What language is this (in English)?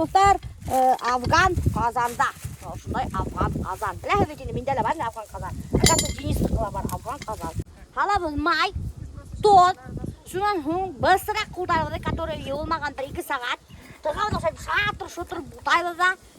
Bashkir